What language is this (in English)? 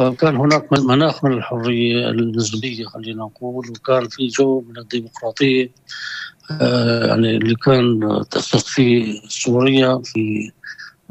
North Levantine Arabic